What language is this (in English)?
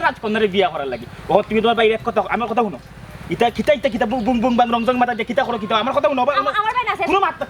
Sylheti